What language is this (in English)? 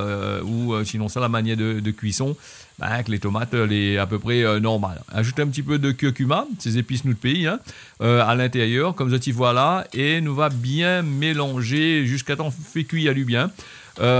Réunion Creole French